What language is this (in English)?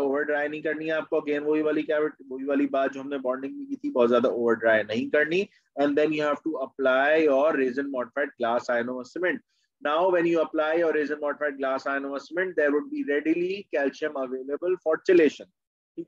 Hindi